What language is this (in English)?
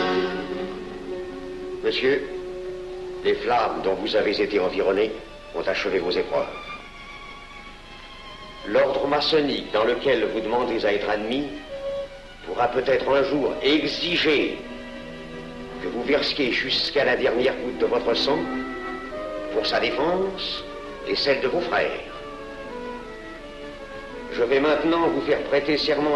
French